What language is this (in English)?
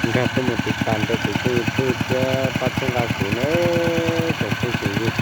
Hmong